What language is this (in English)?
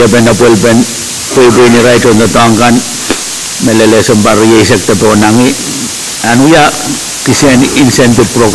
Pohnpeian